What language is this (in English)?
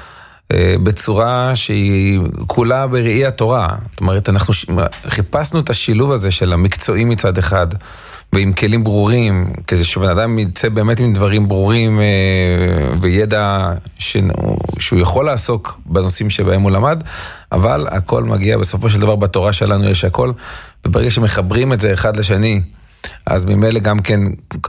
Hebrew